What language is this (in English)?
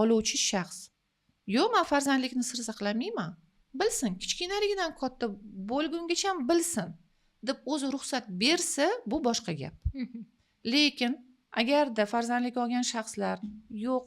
Uzbek